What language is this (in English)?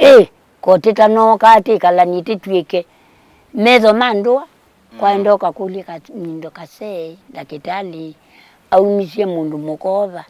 Kamba